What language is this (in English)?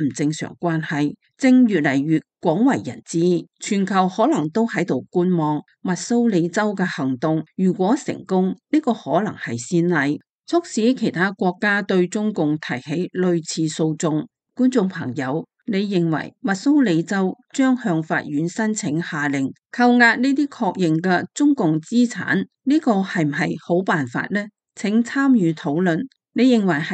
Cantonese